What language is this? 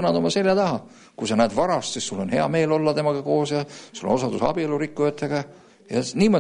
Estonian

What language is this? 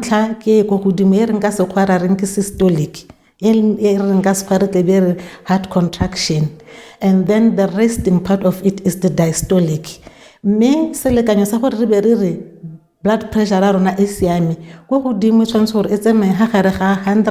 Tswana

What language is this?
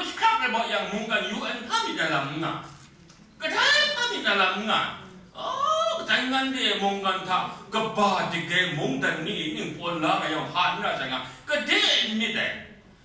Kachin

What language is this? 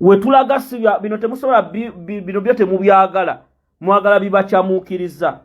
Ganda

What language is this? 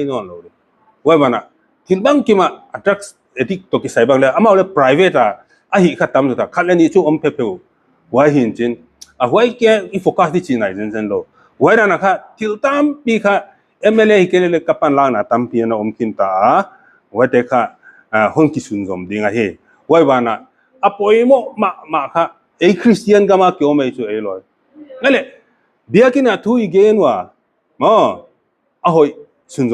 Paite Chin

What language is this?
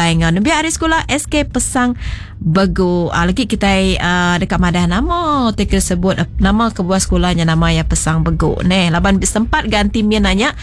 Iban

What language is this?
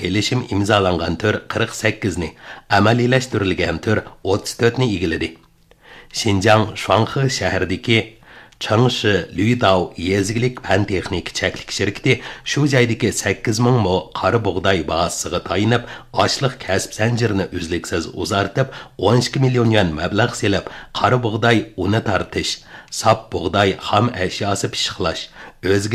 Uyghur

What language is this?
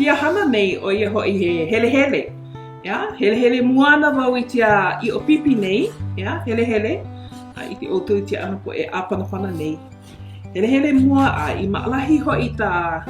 Hawaiian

